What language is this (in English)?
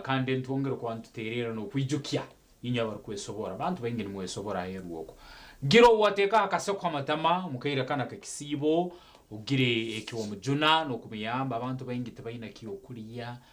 Nyankole